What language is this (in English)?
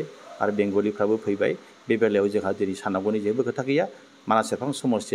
Bodo